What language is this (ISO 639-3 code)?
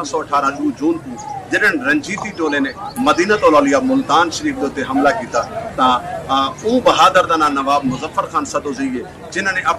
skr